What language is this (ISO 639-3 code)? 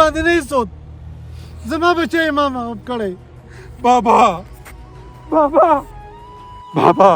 pus